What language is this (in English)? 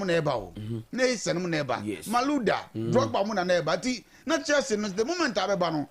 Akan